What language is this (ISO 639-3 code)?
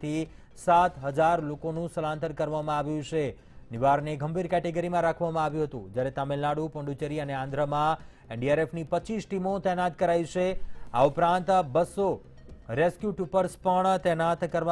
guj